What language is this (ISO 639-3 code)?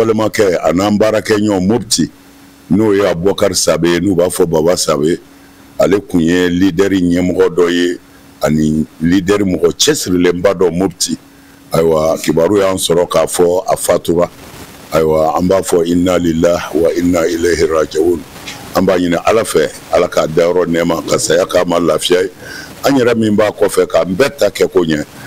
bam